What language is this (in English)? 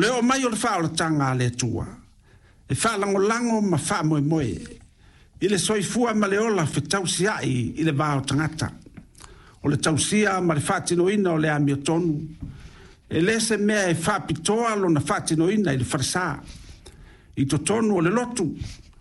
Samoan